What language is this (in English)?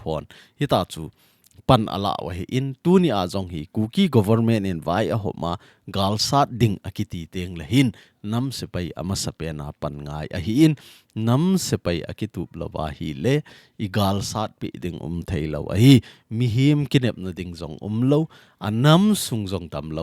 Thado Chin